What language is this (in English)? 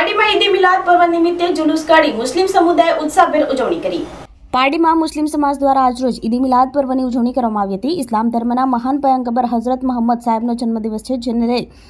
Gujarati